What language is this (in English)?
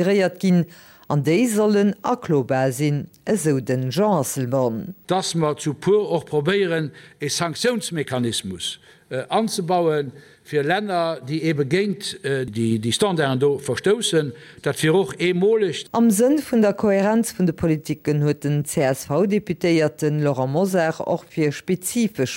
Luxembourgish